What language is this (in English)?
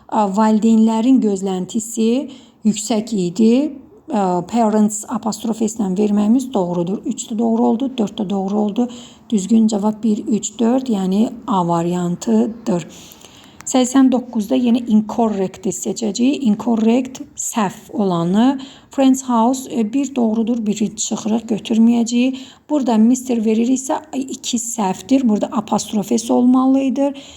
Azerbaijani